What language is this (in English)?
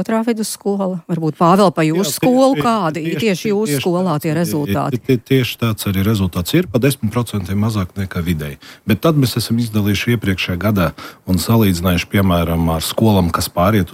Latvian